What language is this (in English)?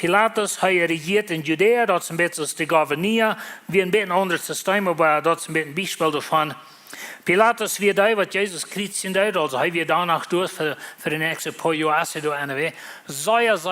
Plautdietsch